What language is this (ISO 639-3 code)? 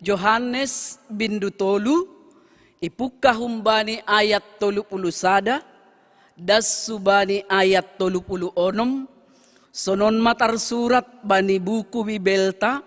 bts